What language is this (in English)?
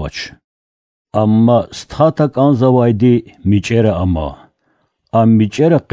Lezghian